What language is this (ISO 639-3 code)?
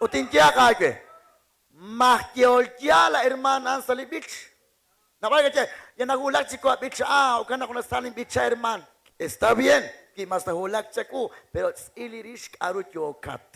kek